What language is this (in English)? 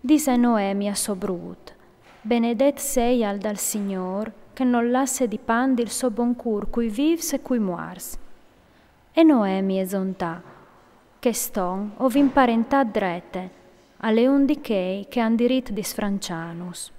Friulian